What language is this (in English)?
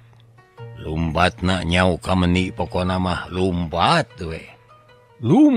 Sundanese